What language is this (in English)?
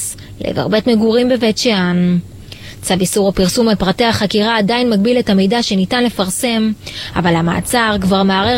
Hebrew